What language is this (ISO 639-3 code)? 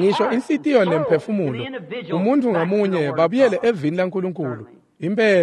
ssw